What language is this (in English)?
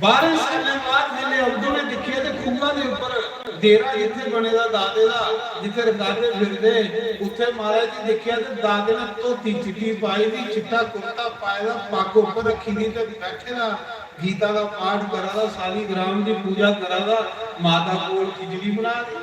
Dogri